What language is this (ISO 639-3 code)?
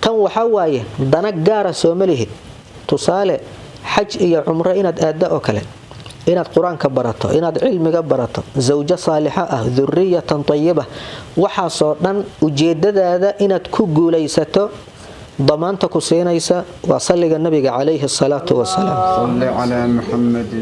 som